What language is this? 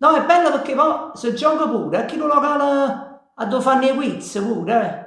Neapolitan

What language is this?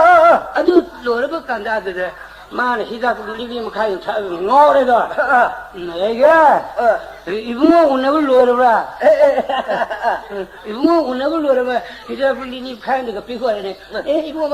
Manipuri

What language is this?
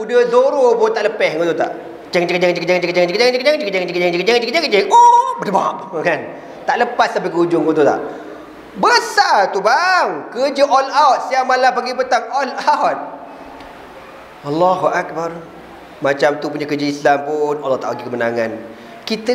Malay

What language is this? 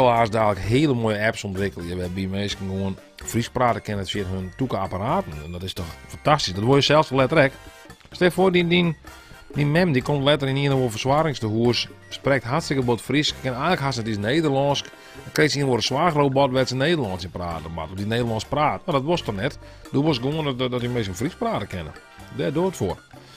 Western Frisian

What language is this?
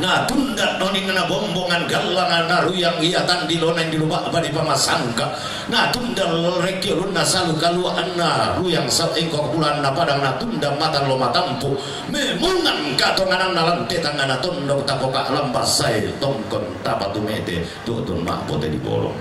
Toraja-Sa'dan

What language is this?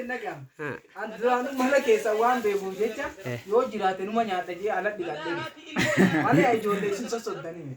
Oromo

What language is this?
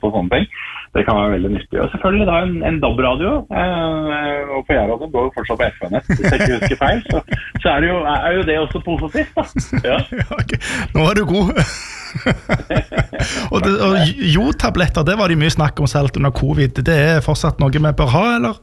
Norwegian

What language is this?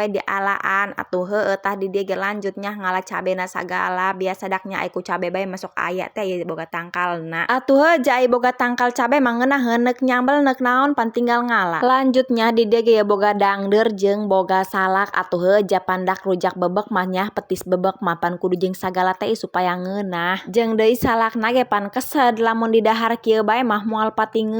Sundanese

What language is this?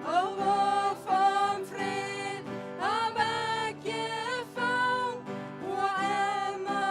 Plautdietsch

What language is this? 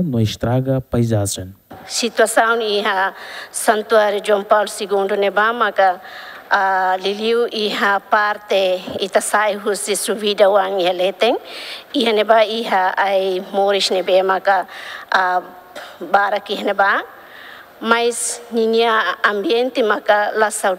Tetum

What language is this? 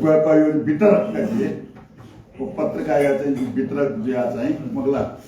Newari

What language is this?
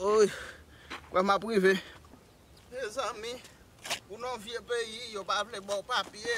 Haitian Creole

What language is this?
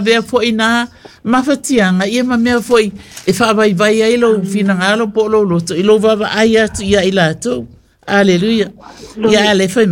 Samoan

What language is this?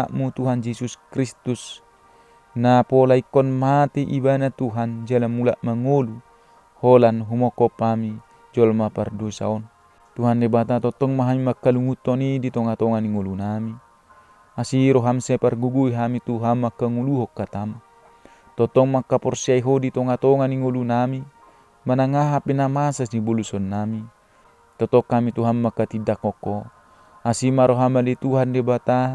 Batak Toba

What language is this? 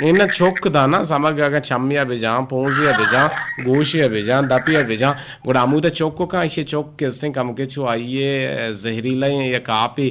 Eastern Balochi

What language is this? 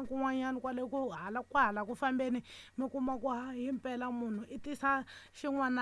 Tsonga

